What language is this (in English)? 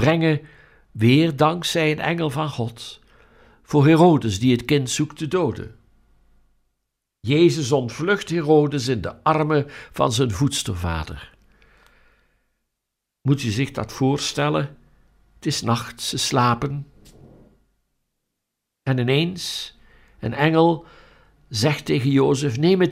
Dutch